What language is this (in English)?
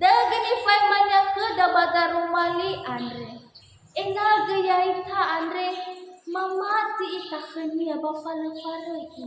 Nias